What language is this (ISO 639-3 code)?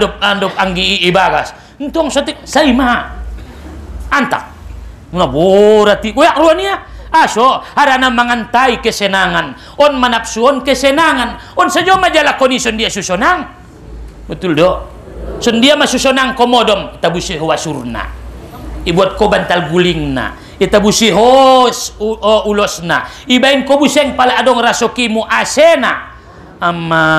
btm